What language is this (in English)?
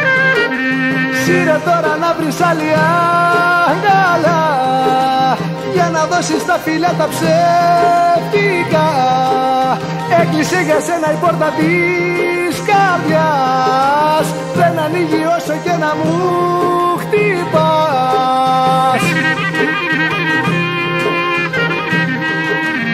Greek